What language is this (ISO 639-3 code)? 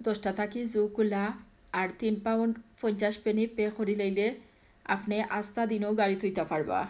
syl